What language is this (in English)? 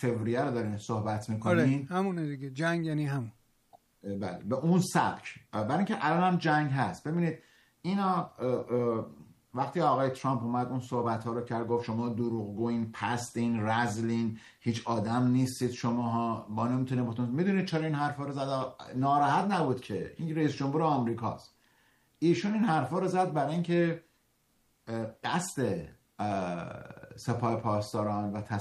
Persian